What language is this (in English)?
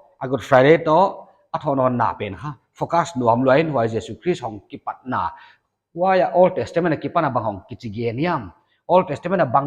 Paite Chin